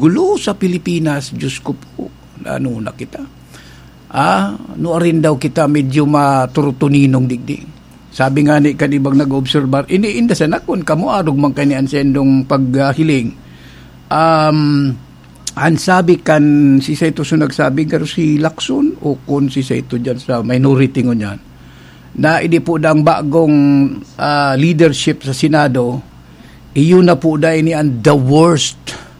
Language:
Bikol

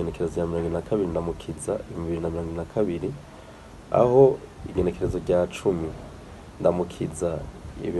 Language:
Rundi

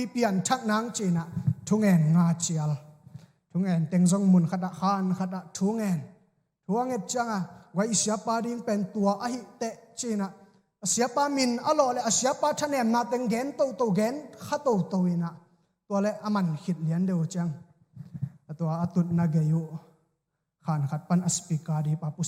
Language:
Tedim Chin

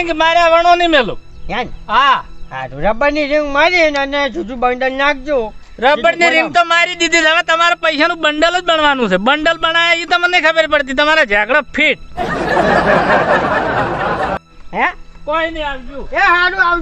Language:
Gujarati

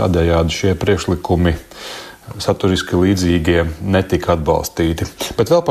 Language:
Latvian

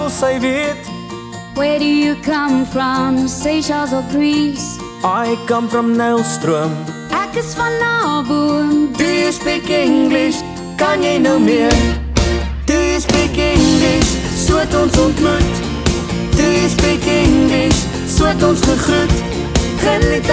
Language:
Afrikaans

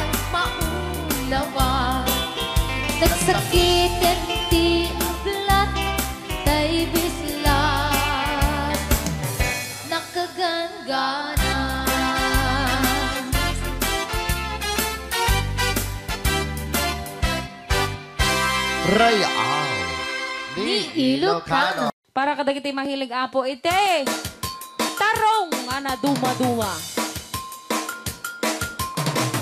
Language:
Iloko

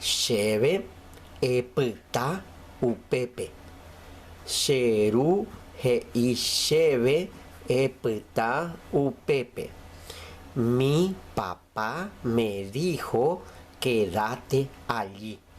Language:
Guarani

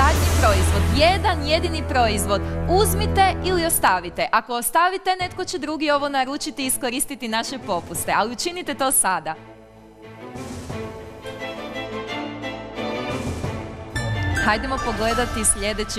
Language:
Croatian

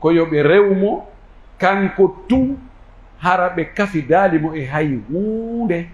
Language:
Pular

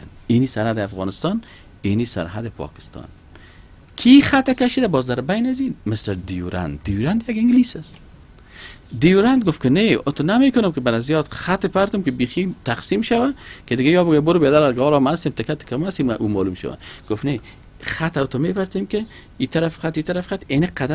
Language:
Persian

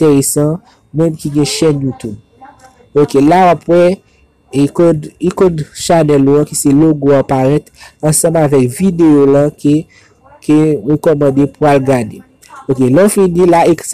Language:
Haitian Creole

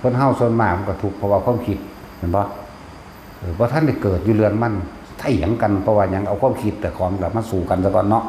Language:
Northeastern Thai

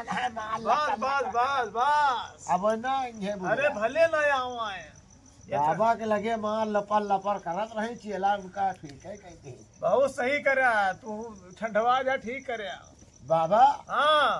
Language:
Awadhi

